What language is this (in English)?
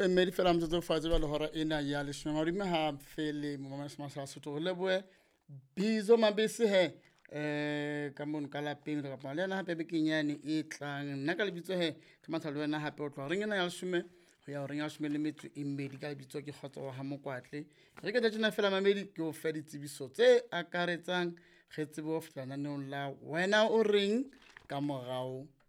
Southern Sotho